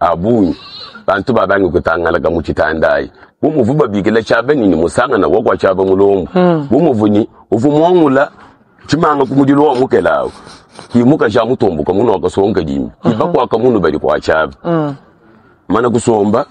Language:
Luba-Lulua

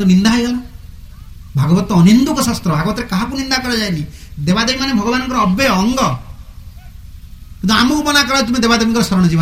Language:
Odia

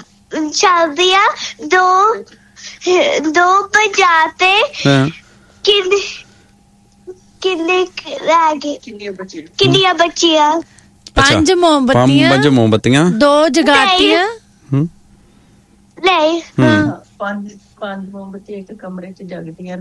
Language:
Punjabi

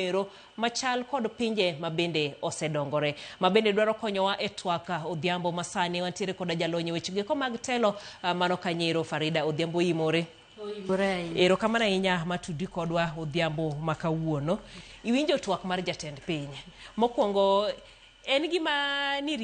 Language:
Luo (Kenya and Tanzania)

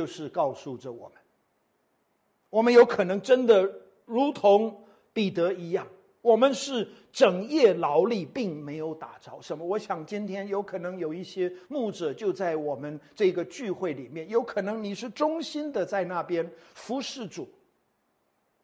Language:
Chinese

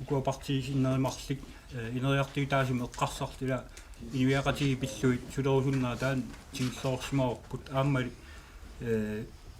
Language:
Kalaallisut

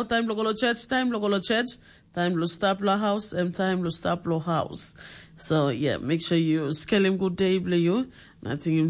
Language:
Tok Pisin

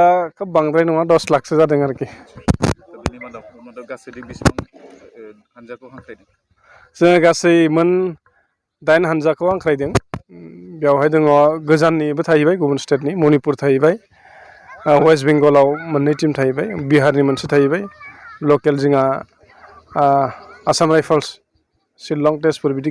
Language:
Bodo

